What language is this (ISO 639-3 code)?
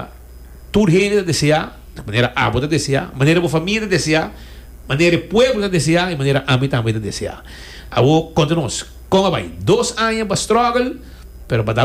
pap